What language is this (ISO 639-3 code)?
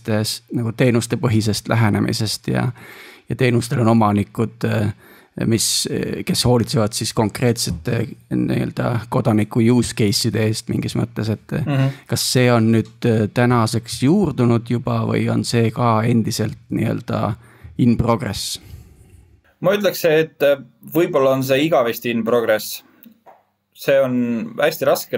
est